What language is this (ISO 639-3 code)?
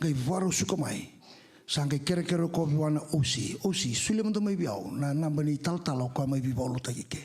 fij